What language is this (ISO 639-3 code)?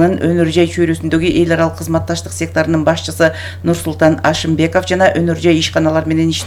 kir